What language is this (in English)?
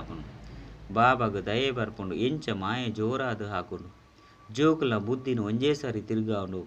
Tulu